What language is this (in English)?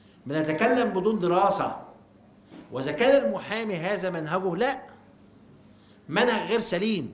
Egyptian Arabic